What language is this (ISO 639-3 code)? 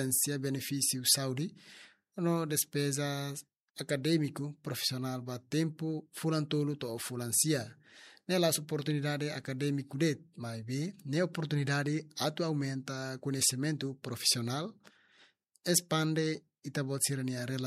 tet